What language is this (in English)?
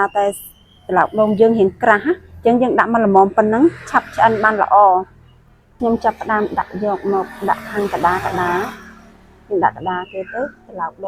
Khmer